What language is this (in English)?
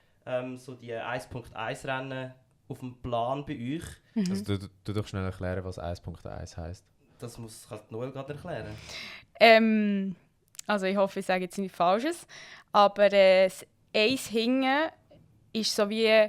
Swiss German